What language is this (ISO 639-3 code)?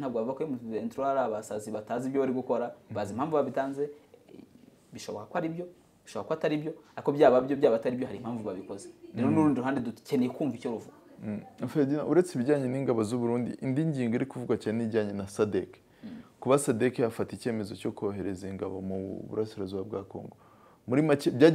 kin